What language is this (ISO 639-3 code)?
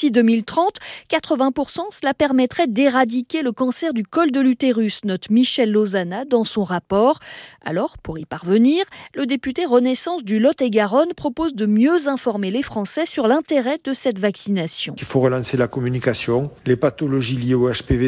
fra